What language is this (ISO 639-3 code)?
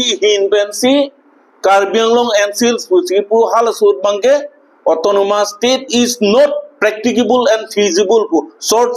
mjw